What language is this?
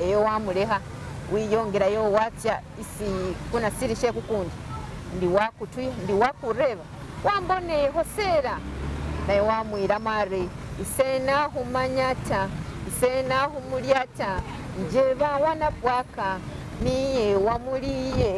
Masaaba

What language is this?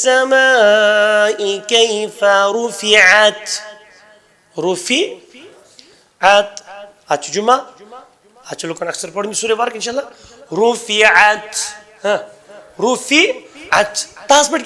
Kashmiri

